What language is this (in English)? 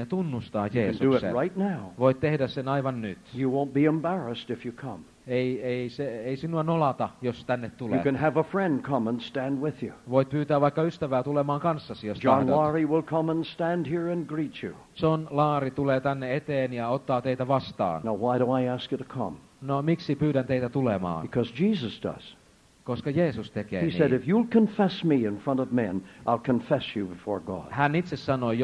Finnish